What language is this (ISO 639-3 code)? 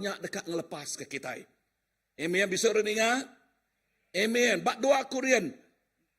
iba